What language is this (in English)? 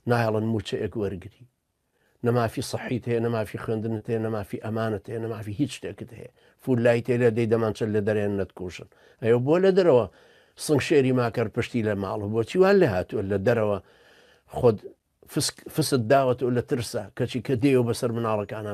Central Kurdish